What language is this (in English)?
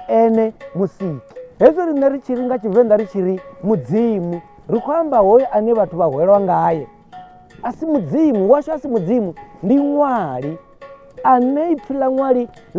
Venda